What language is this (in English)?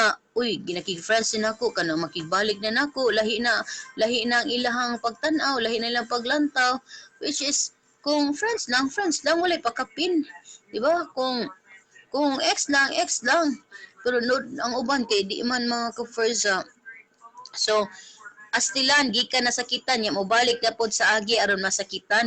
Cebuano